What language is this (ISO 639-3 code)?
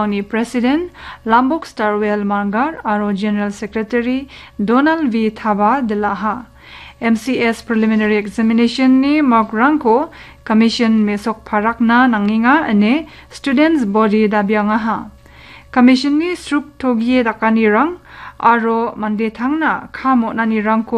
grt